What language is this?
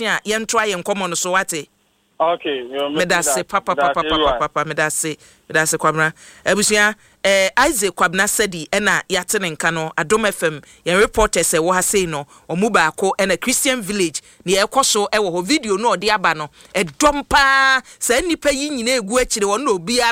Akan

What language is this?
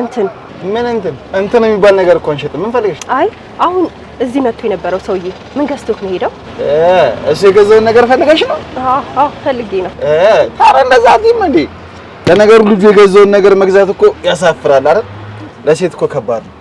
Amharic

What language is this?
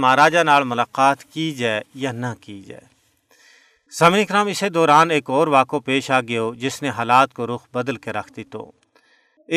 Gujari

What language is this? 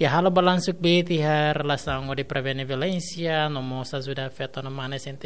Tetum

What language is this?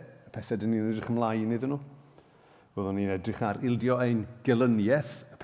Welsh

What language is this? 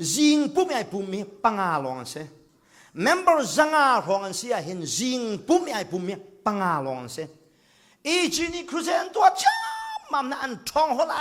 Hakha Chin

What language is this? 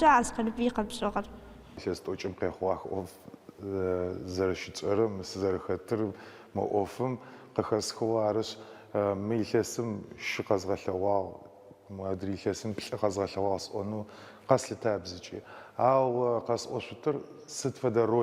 Adyghe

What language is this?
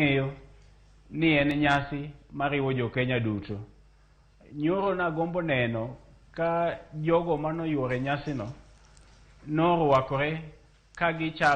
Luo (Kenya and Tanzania)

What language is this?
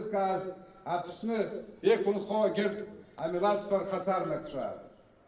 Abkhazian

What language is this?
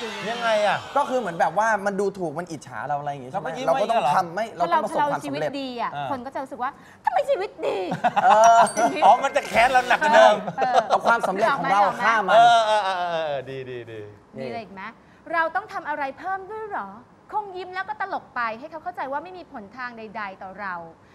Thai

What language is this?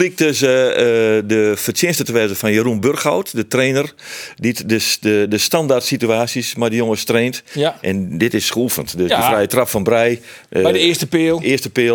Western Frisian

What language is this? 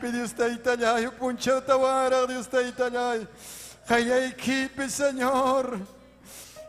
Ayacucho Quechua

